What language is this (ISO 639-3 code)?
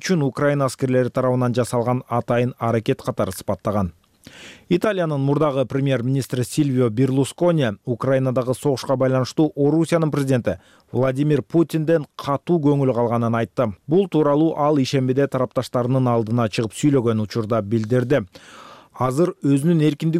kir